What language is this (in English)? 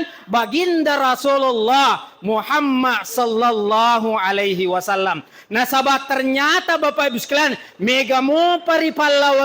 Buginese